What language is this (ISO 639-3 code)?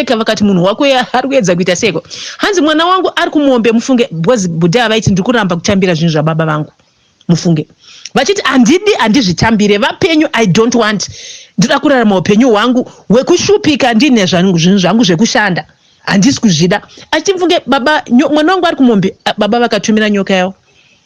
sna